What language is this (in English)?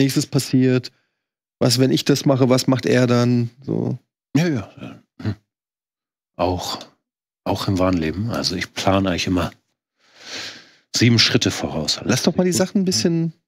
German